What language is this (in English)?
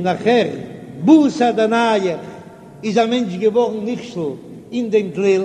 Yiddish